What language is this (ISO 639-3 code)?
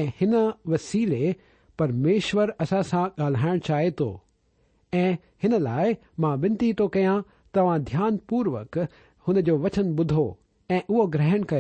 snd